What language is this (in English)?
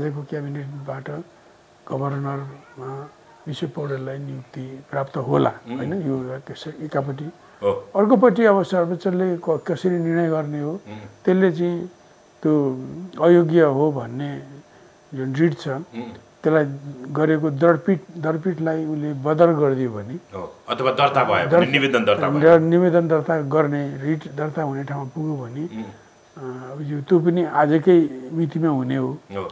Nepali